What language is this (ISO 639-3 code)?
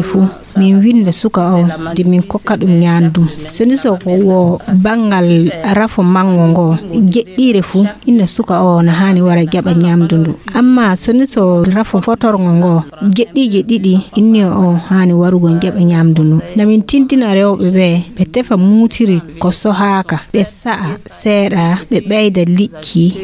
ful